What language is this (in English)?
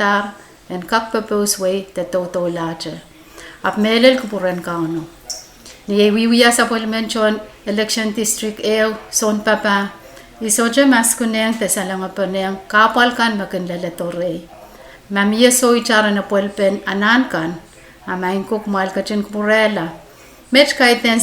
Pohnpeian